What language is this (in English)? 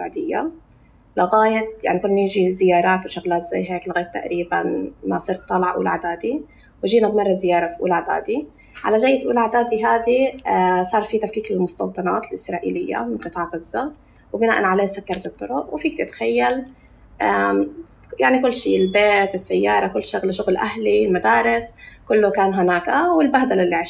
North Levantine Arabic